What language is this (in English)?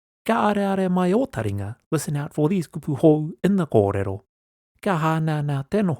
Māori